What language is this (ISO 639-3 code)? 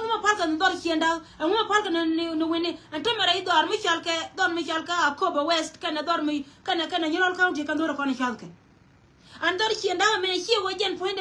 nus